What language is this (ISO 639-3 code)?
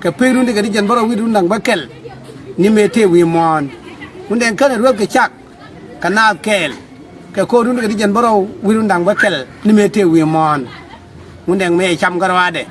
nus